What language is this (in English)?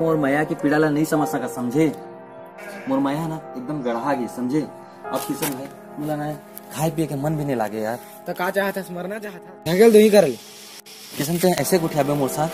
Chhattisgarhi